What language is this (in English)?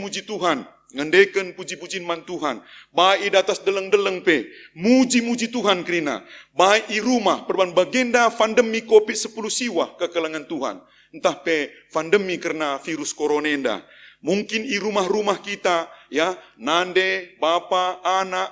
Batak Karo